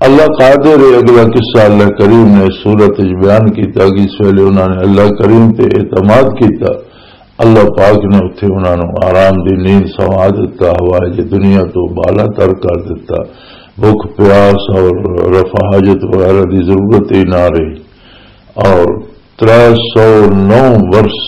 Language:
Western Panjabi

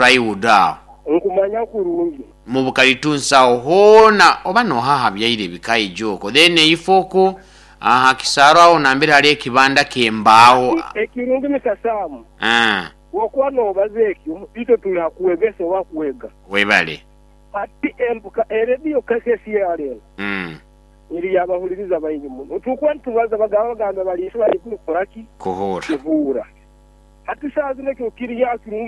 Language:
Nyoro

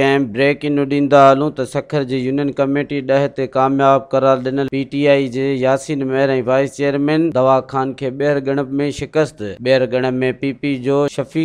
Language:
Sindhi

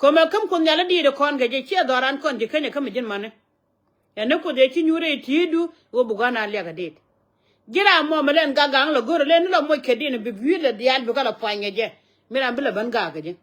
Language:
Nuer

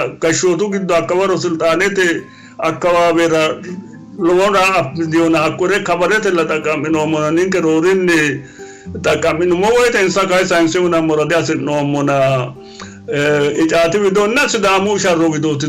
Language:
Sidamo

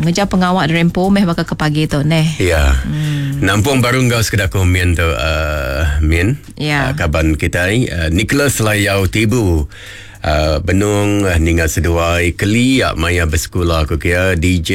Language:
Iban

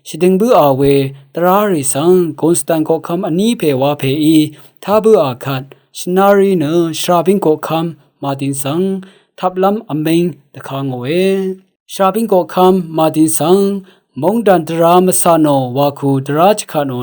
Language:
Rawang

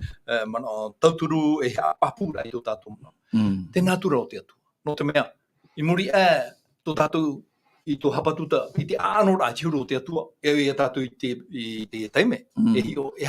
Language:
Tahitian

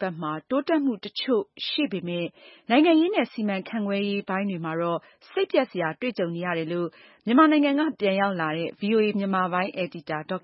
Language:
Burmese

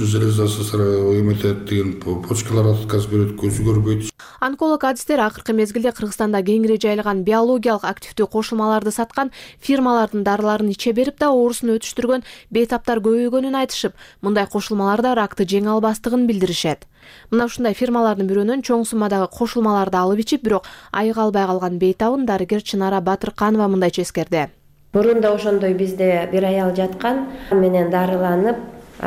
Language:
Kyrgyz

